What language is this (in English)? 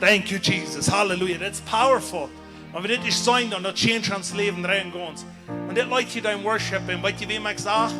Plautdietsch